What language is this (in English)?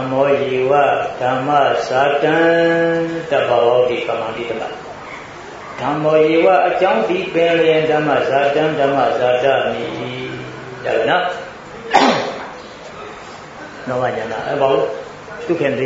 Burmese